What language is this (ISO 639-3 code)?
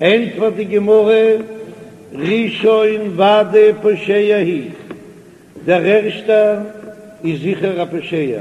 yid